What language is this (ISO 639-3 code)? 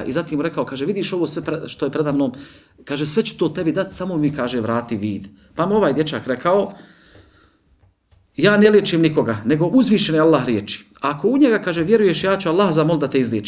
bos